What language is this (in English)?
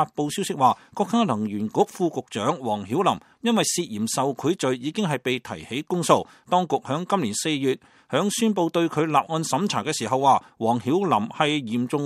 Cantonese